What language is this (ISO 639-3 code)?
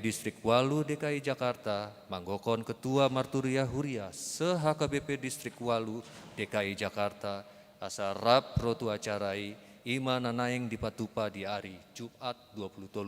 bbc